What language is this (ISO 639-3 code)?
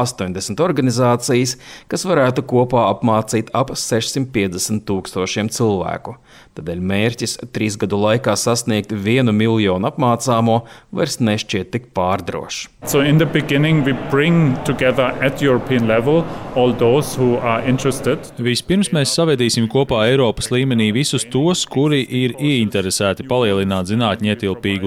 lav